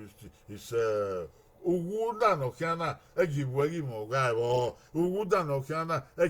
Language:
Bini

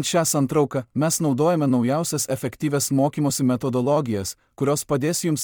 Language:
Lithuanian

